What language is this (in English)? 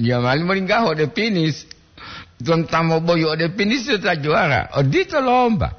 Gorontalo